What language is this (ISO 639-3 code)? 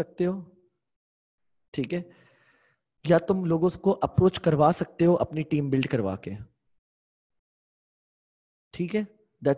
hin